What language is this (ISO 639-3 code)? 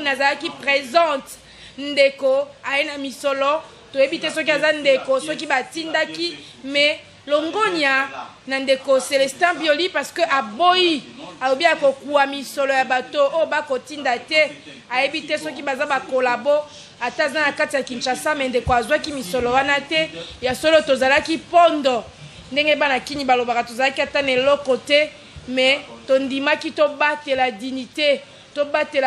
lin